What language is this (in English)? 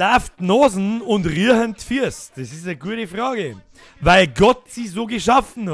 Bavarian